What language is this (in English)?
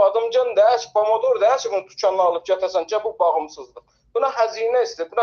South Azerbaijani